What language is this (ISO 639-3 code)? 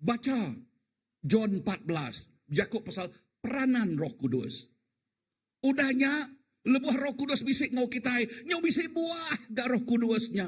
iba